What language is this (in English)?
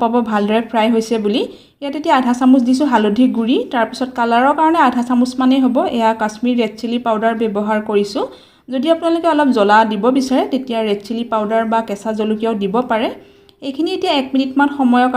Assamese